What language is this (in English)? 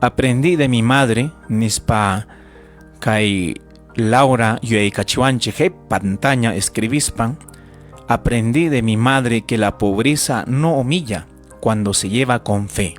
Ayacucho Quechua